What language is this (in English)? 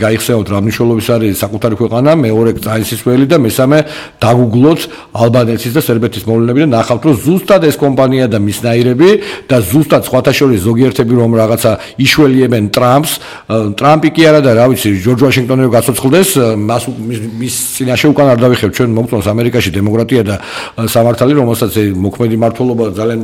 Georgian